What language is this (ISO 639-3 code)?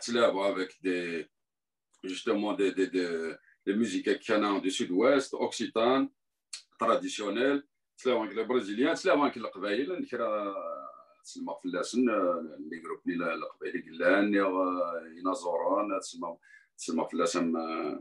kab